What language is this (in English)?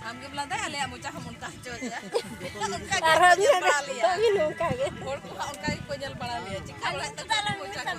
Santali